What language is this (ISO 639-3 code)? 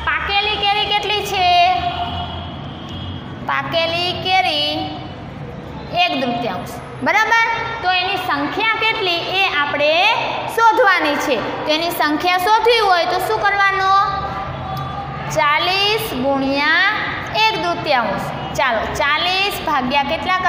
guj